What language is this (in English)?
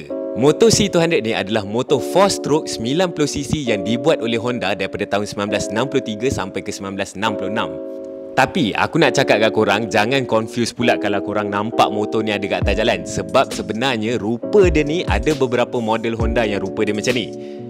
Malay